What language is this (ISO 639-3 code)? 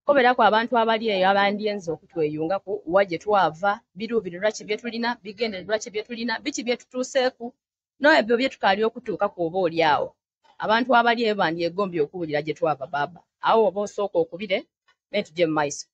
xog